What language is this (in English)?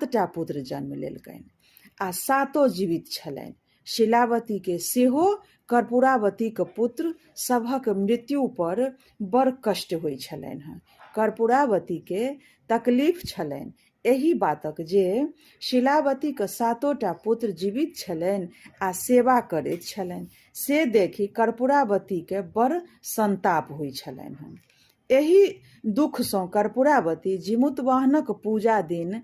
Maithili